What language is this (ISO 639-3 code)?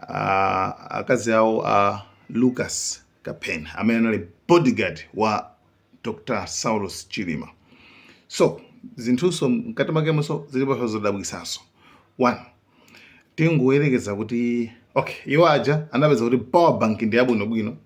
nya